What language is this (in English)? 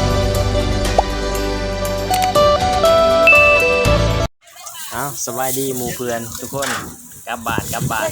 Lao